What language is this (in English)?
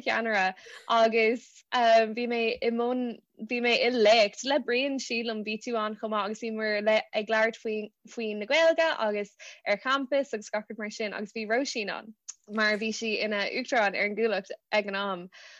Irish